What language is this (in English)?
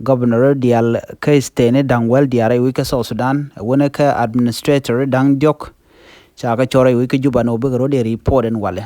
Nuer